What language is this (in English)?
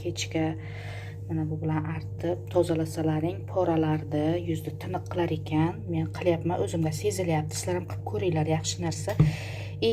Uzbek